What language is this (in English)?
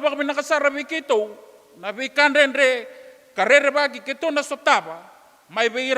Fijian